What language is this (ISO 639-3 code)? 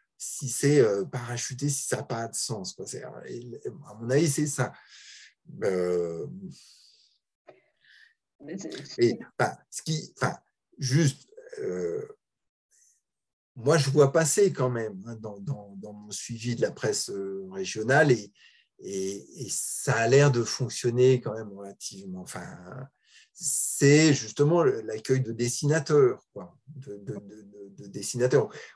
fra